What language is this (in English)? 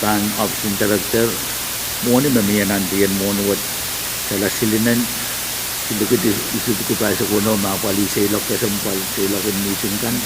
Pohnpeian